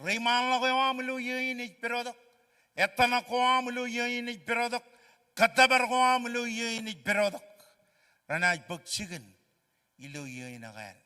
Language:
Marshallese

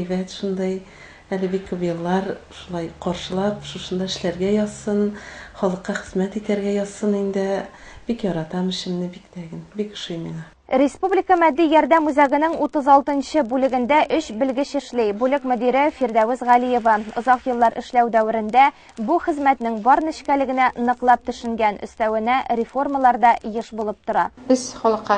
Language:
Tatar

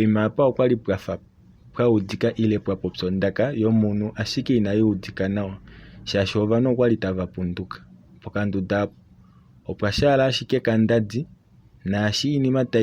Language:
Kuanyama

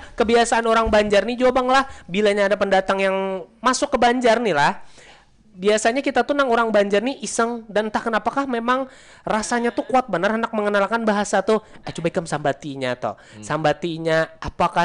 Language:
Banjar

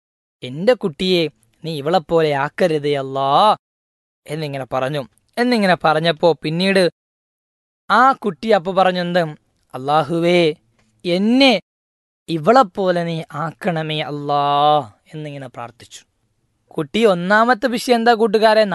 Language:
Malayalam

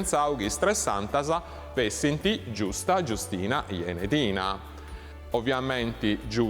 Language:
Sardinian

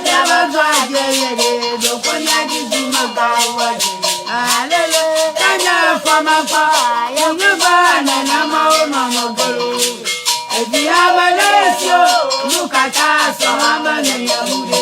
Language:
Ewe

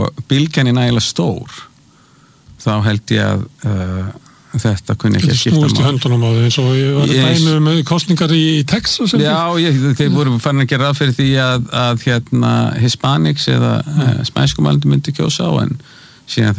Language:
Icelandic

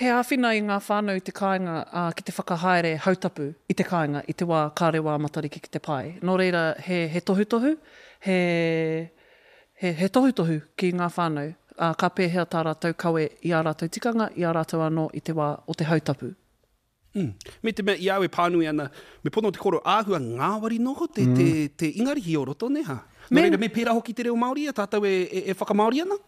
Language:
Māori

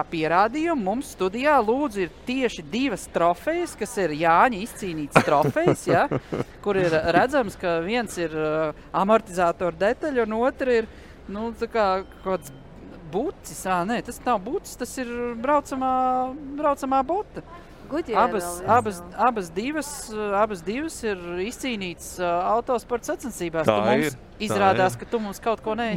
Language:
Latvian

